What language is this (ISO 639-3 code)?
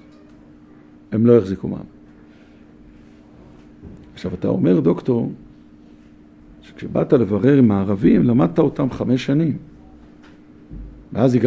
heb